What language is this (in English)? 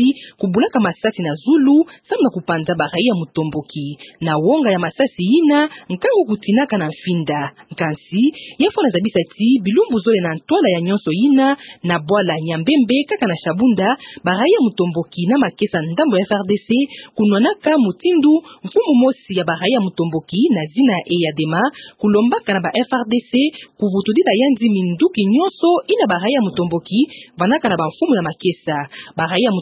Kituba (Democratic Republic of Congo)